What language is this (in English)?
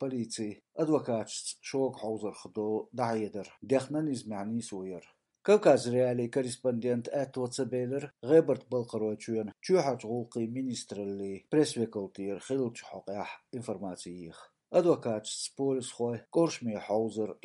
Chechen